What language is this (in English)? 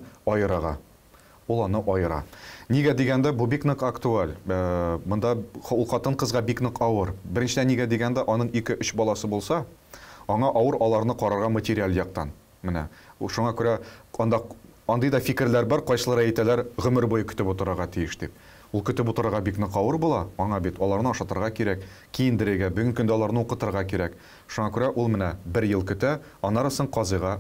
Tatar